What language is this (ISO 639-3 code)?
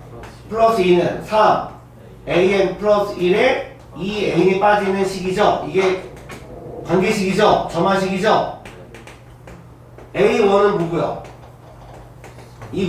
kor